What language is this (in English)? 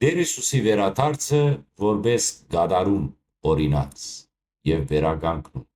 Western Armenian